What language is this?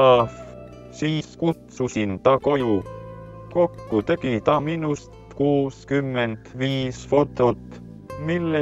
Estonian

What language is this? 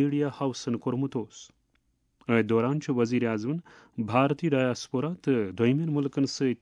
Kashmiri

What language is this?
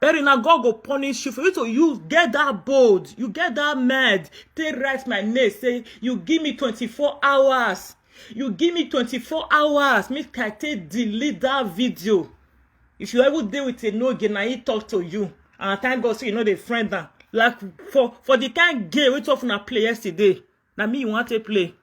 Nigerian Pidgin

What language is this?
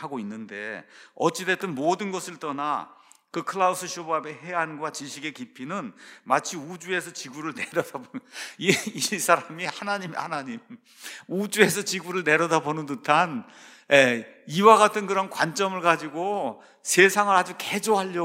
Korean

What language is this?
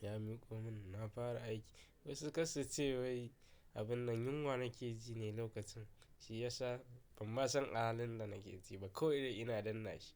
Hausa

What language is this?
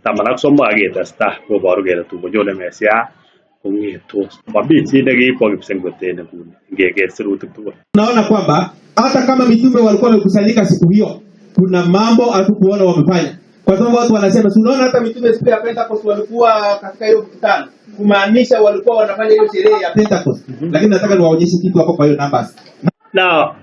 Kalenjin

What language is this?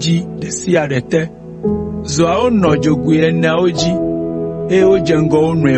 Ewe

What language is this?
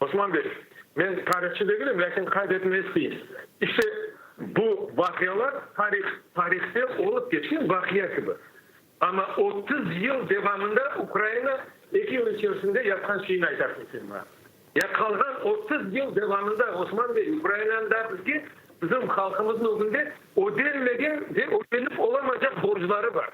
Crimean Tatar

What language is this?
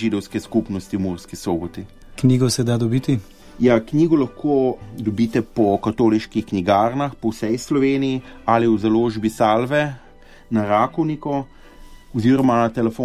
Slovenian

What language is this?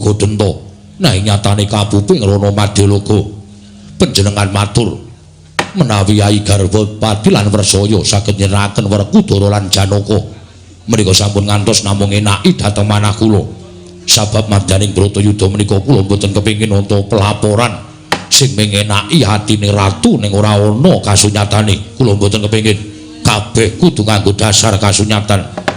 Javanese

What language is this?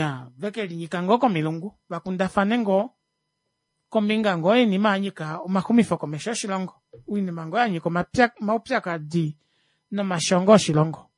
Kuanyama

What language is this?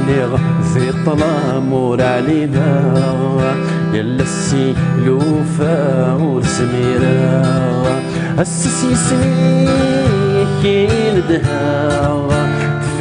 Kabyle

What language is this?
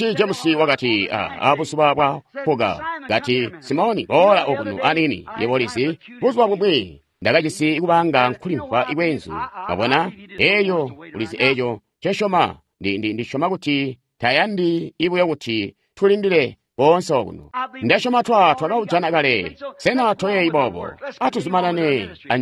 Tonga (Zambia)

